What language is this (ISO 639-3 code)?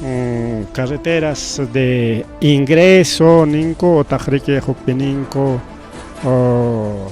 quy